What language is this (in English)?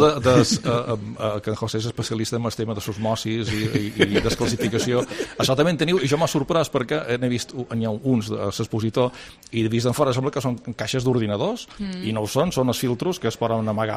Catalan